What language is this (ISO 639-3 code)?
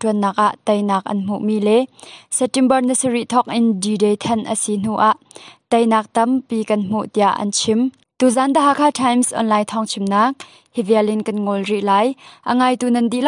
cnh